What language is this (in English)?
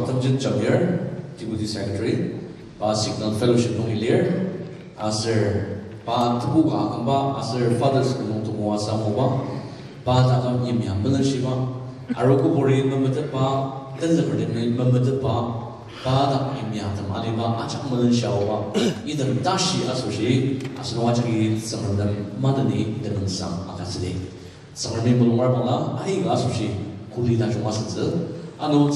Ao Naga